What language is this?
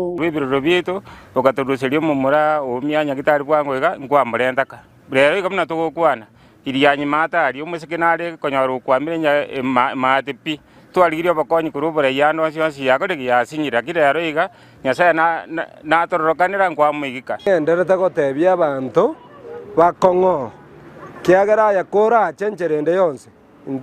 Gusii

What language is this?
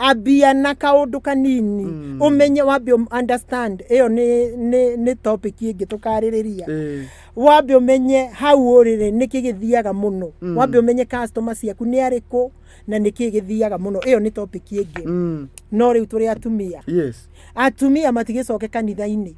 Kikuyu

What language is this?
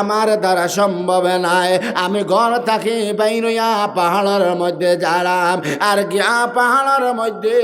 Sylheti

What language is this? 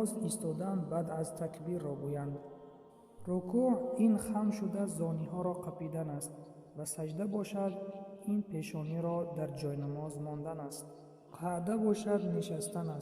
Tajik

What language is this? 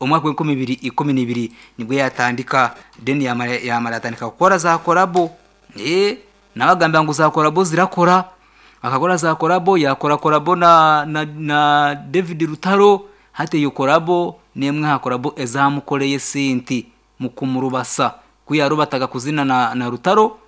Nyoro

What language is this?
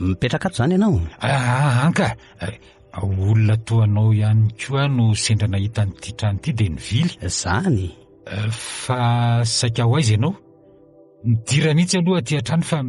Malagasy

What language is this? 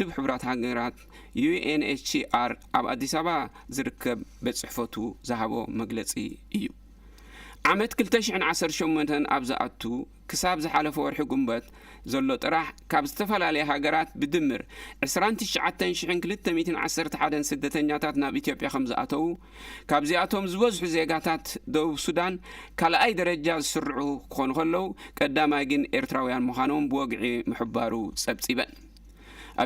Tigrinya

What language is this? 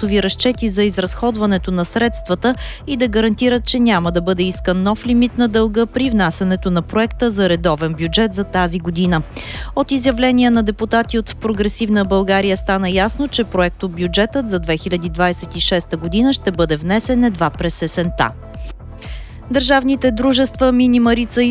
Bulgarian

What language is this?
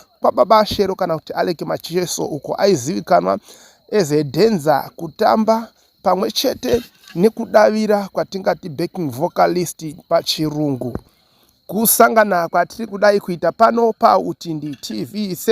Shona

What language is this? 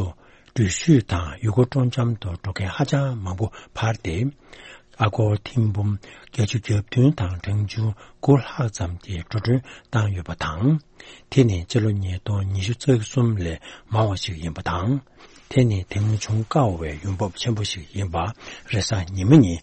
Tibetan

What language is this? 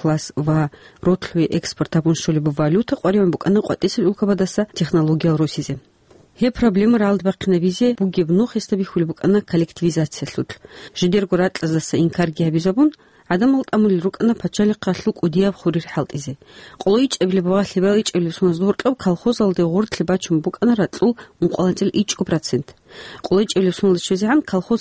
Avaric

